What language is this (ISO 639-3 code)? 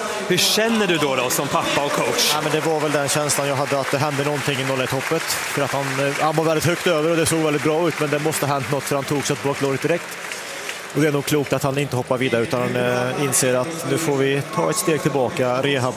swe